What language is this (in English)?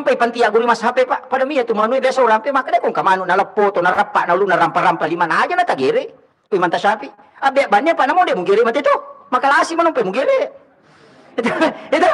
Buginese